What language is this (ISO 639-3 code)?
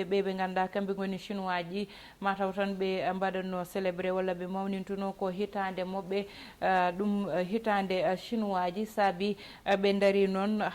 ful